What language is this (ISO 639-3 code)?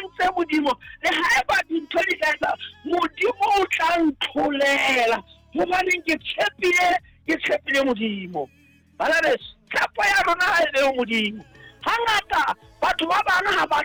sot